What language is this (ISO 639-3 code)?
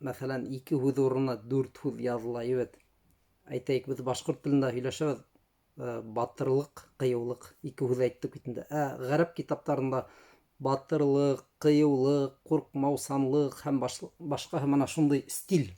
bak